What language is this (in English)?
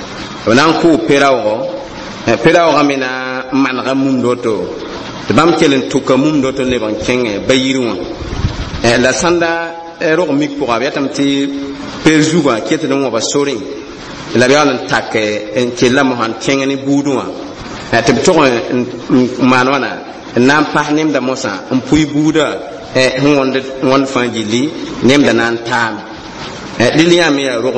Mossi